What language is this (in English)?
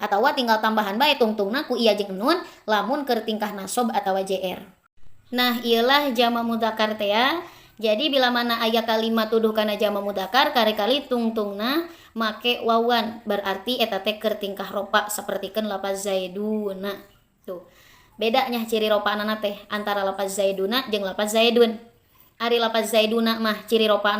Sundanese